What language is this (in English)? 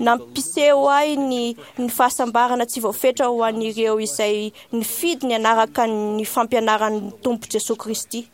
Malagasy